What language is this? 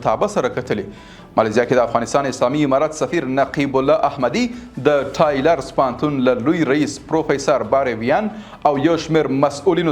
Pashto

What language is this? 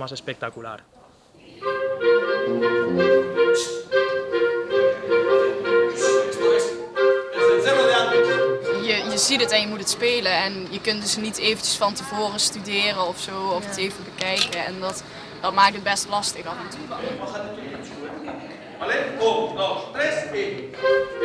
Dutch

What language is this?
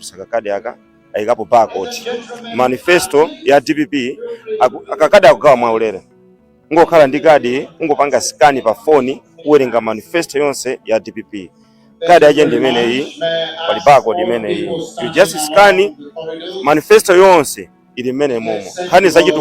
Nyanja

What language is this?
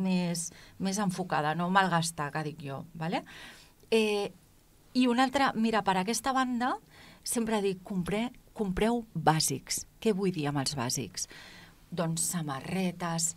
Catalan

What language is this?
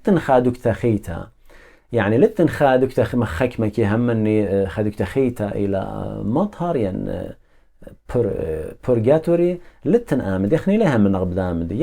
Assyrian Neo-Aramaic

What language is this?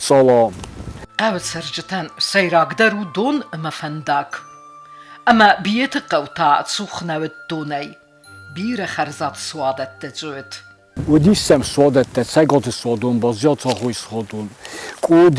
Ossetic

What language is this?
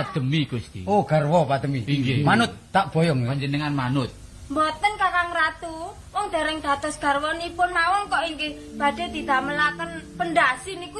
Javanese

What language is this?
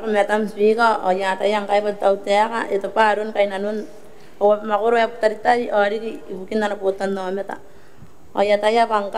Gilbertese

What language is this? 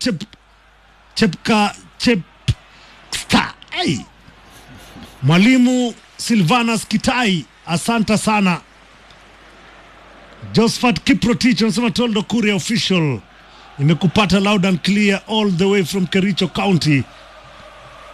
Swahili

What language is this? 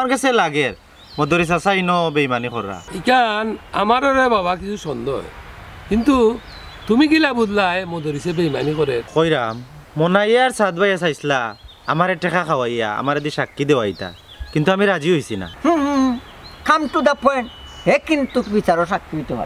Sylheti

